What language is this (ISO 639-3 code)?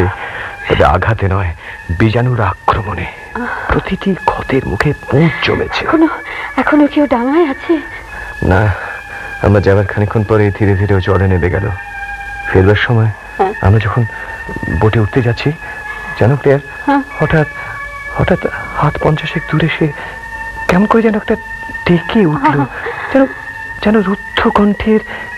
ben